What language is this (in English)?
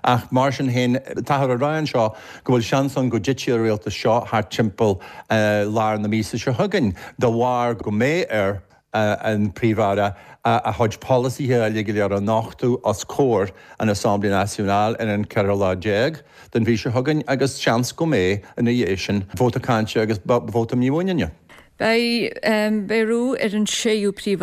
Irish